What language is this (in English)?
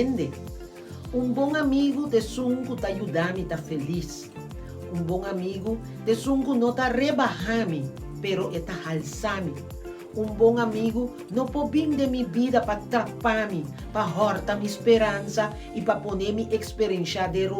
Papiamento